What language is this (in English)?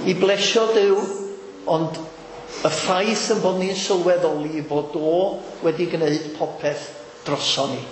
Welsh